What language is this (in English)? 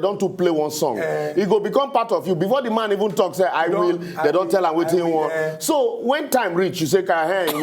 Nigerian Pidgin